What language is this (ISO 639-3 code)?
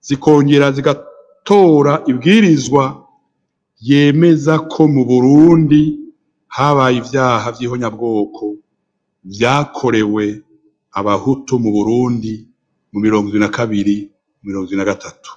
run